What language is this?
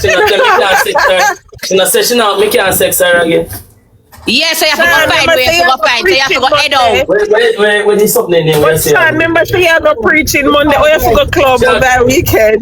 Jamaican Creole English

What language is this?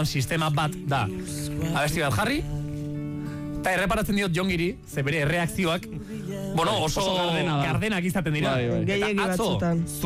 Basque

